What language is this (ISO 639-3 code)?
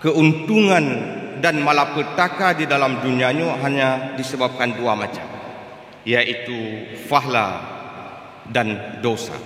ace